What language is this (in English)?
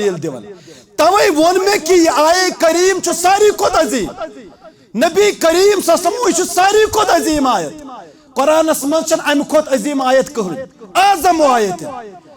Kashmiri